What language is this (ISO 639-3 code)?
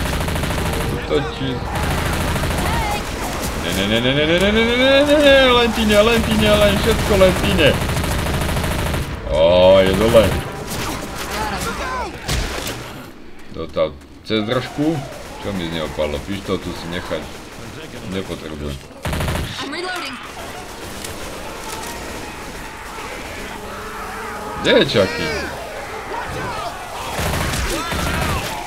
slk